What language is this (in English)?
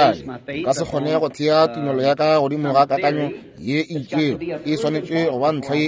Northern Sotho